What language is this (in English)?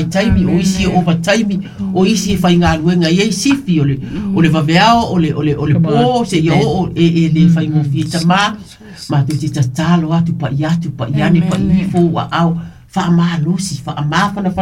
Samoan